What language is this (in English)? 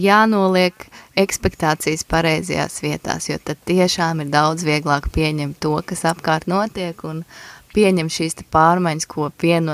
Latvian